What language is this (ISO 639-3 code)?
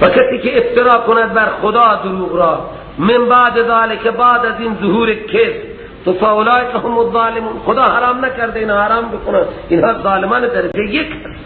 fas